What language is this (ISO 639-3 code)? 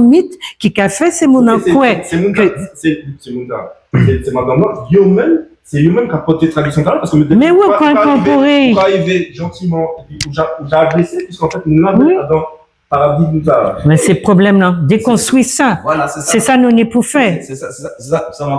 gcf